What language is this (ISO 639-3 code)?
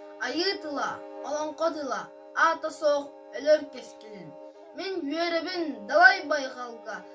sah